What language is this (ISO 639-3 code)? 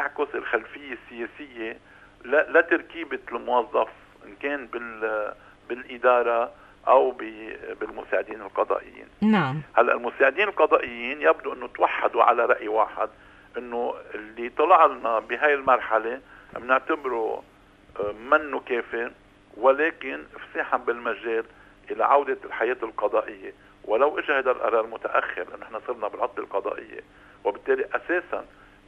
apc